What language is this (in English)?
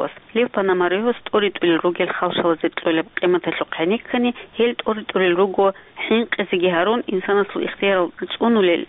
Avaric